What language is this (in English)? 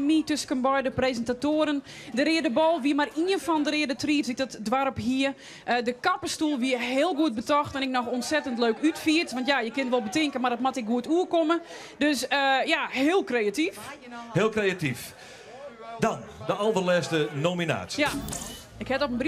Western Frisian